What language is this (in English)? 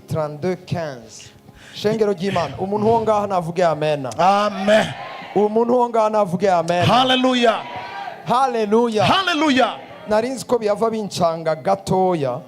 Rundi